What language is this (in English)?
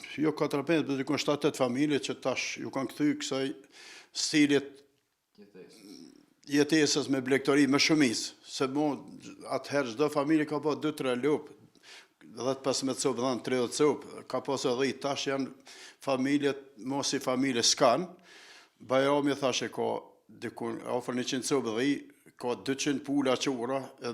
Albanian